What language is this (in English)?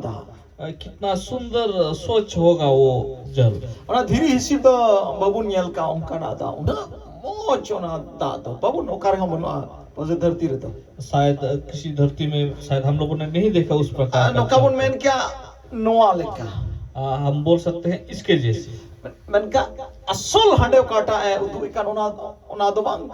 Santali